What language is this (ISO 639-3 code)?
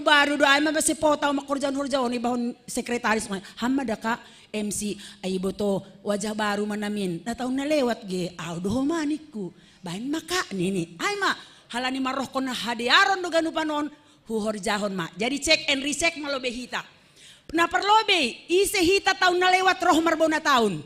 bts